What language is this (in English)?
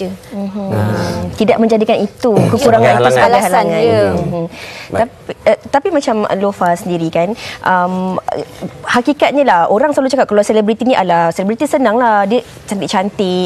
Malay